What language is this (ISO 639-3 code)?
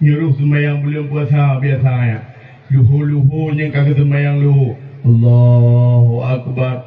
ace